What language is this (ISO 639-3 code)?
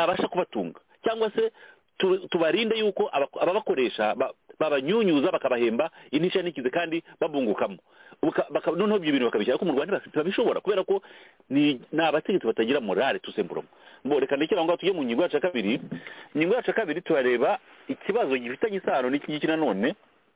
kin